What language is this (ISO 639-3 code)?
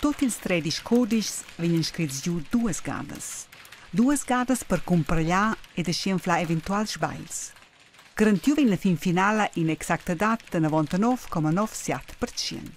roh